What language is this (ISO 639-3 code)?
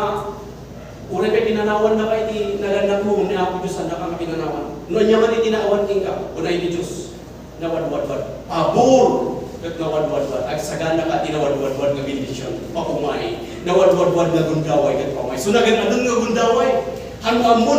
ilo